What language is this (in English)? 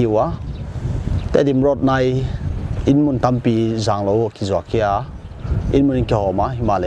Paite Chin